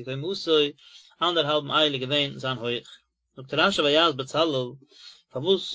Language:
Yiddish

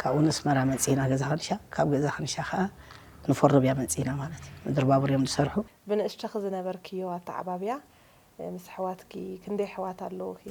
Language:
Tigrinya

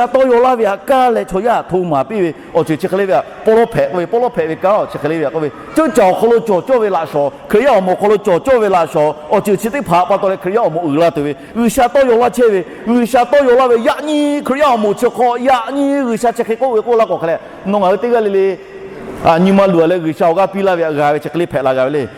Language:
Lahu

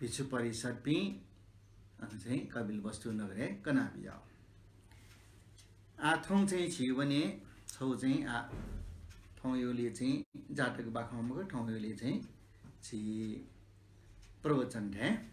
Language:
Newari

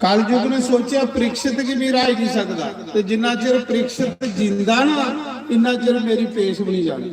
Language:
Dogri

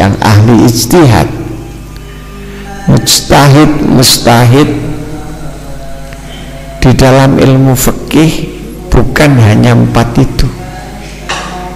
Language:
Indonesian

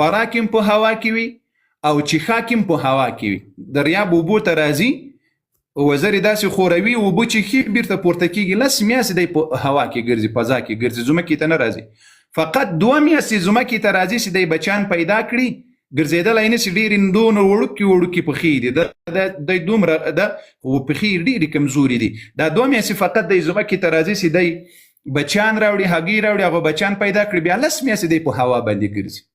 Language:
Pashto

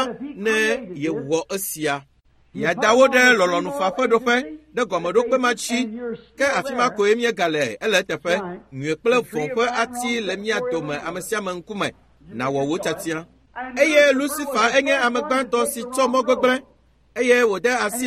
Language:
Ewe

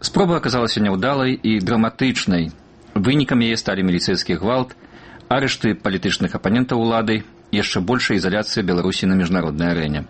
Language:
Belarusian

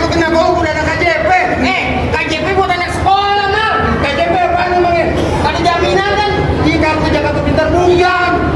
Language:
Betawi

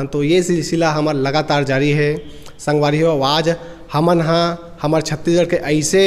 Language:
Chhattisgarhi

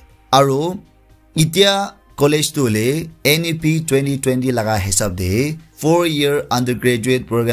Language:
Naga Pidgin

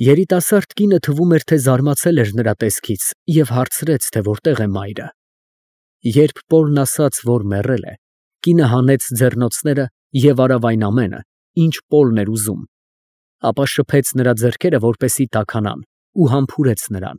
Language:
Armenian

